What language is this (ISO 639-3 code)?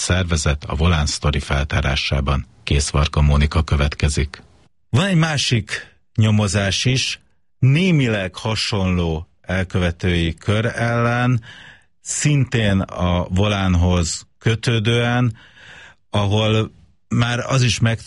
hun